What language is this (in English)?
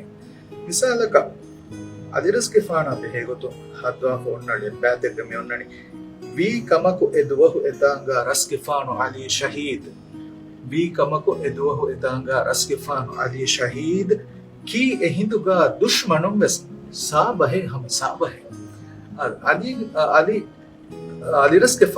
Divehi